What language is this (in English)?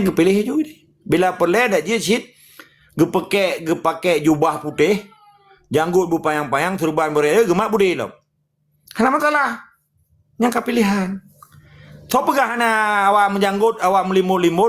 Achinese